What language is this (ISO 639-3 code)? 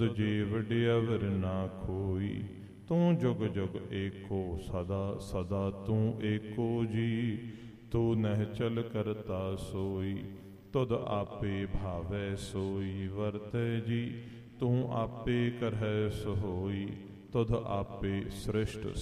pan